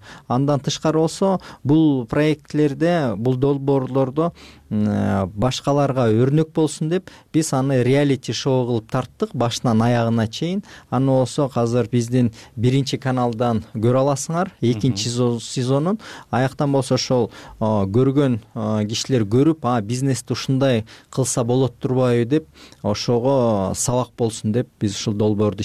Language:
Kyrgyz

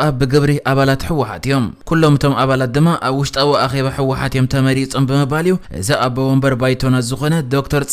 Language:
Tigrinya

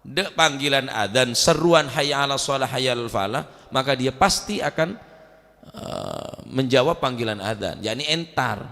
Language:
Madurese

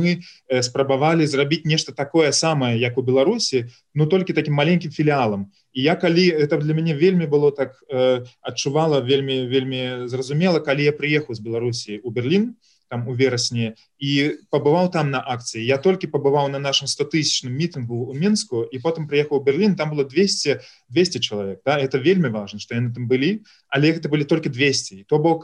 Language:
Belarusian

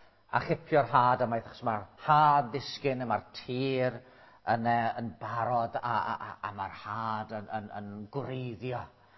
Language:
Welsh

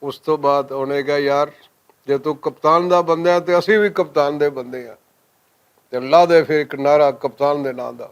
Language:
Western Panjabi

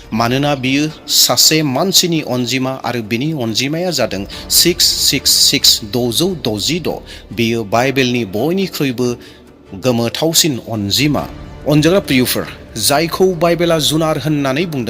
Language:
Bodo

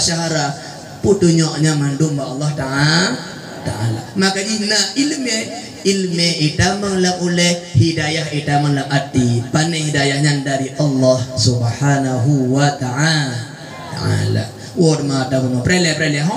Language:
Achinese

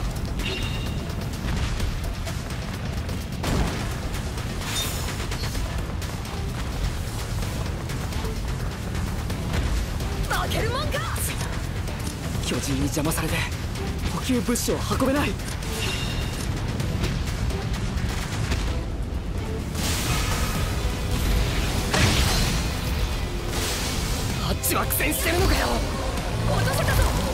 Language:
Japanese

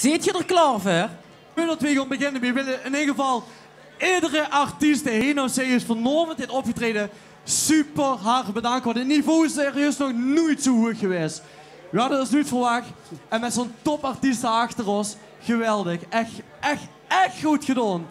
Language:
Limburgish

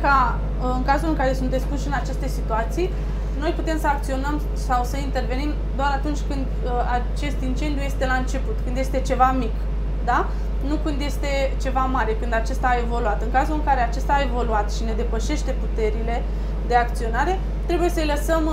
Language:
Romanian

